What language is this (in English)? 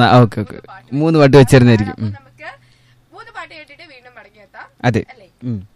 Malayalam